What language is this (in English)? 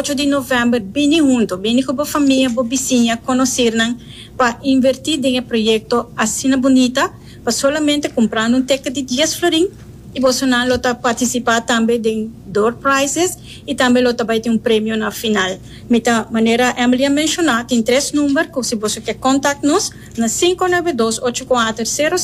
Papiamento